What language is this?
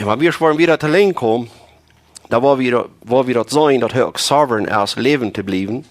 Plautdietsch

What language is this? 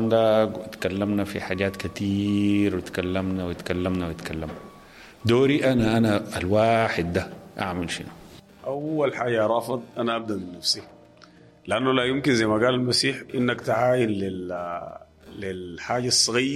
Sudanese Arabic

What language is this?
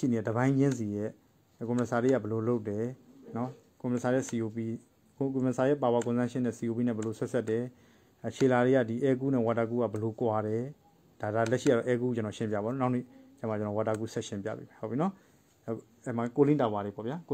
Burmese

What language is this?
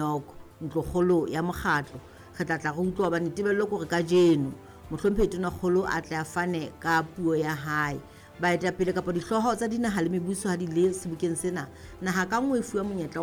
Southern Sotho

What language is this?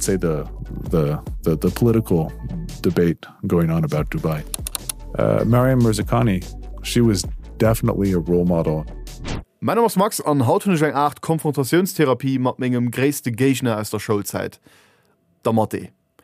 Luxembourgish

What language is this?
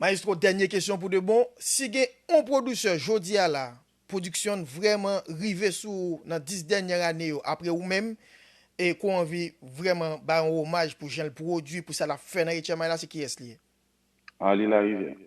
Haitian Creole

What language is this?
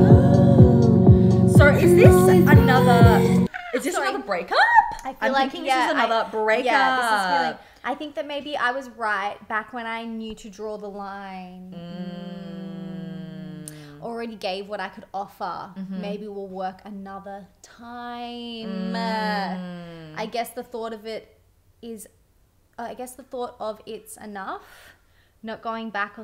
English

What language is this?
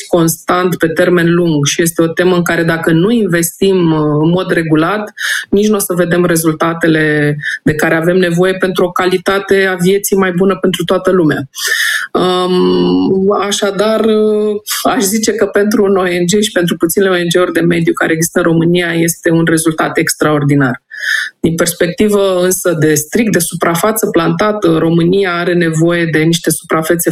Romanian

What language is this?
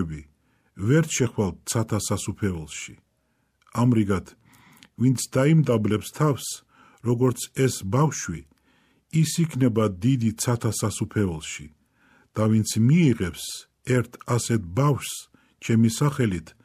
Georgian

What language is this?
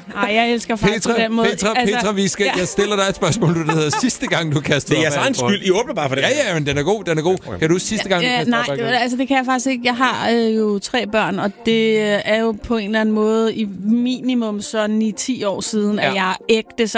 Danish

